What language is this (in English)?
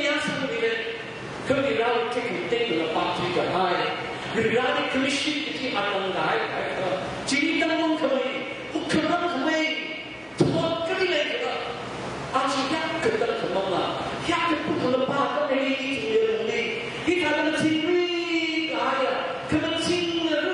Tangkhul Naga (India)